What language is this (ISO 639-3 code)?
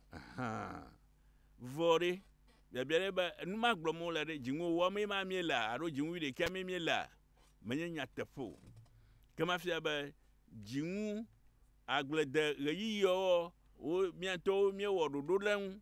ewe